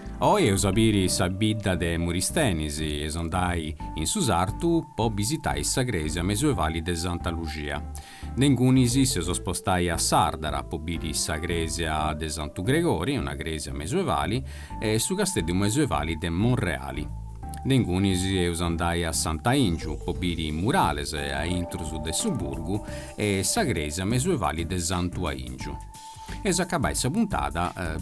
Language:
Sardinian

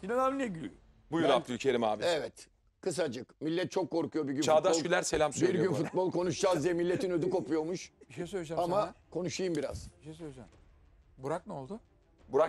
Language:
Turkish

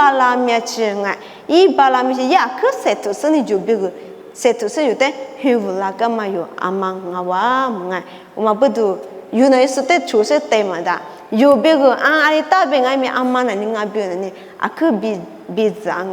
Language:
Lisu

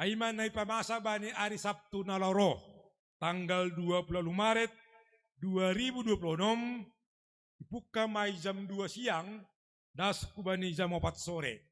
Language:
Batak Simalungun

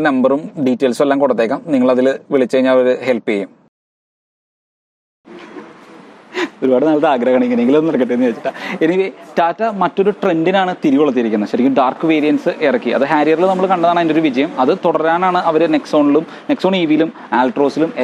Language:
Malayalam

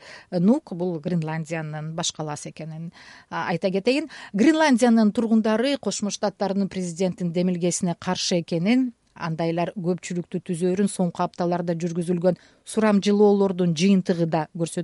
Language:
Kyrgyz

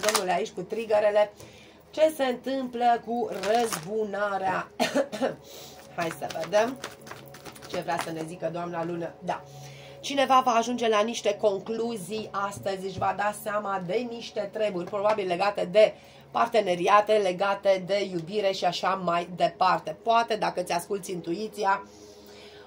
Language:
Romanian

